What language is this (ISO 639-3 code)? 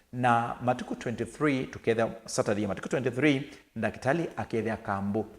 kam